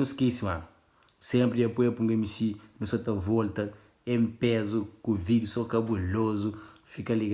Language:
Kabuverdianu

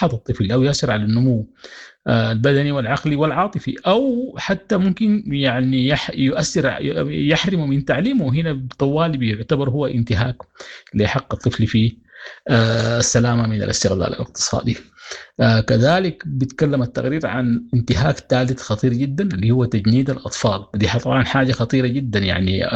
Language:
Sudanese Arabic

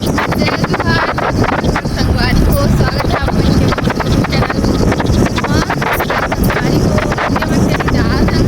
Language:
Chhattisgarhi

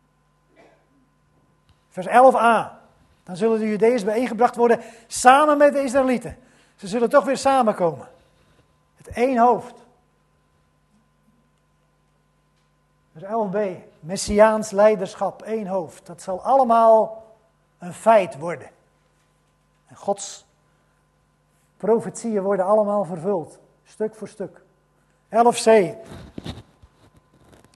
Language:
Dutch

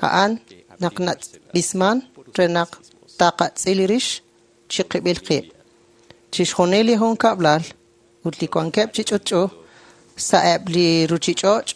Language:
Kekchí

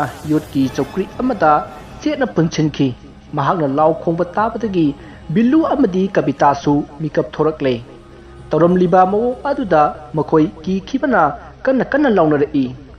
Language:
Manipuri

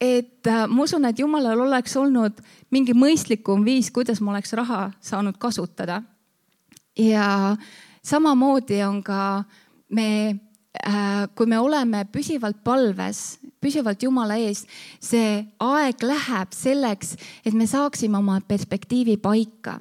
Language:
Estonian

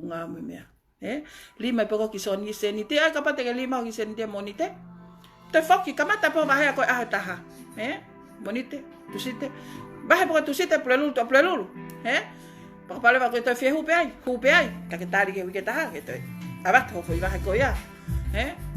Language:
Tongan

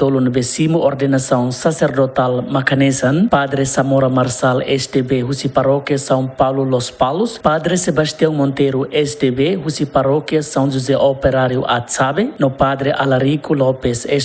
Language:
Tetum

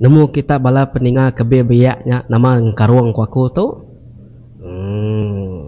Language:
Iban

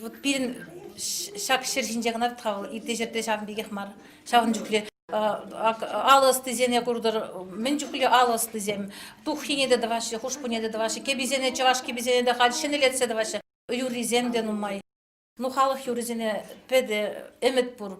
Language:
Chuvash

